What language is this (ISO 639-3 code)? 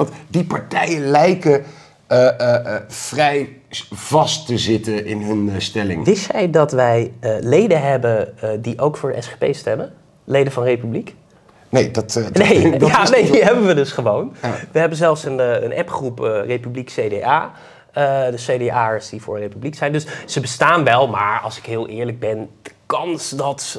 nld